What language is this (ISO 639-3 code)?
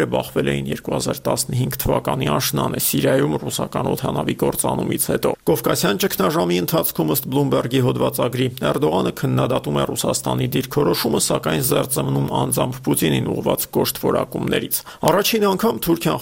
hye